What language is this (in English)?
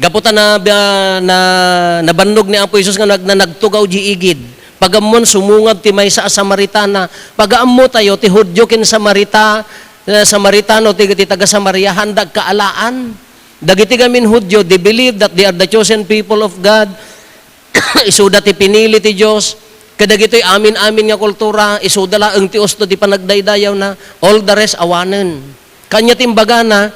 Iloko